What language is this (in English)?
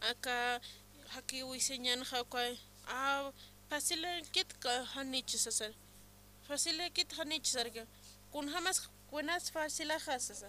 Aymara